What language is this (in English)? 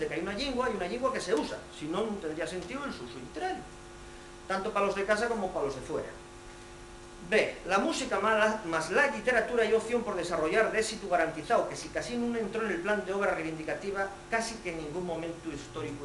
Asturian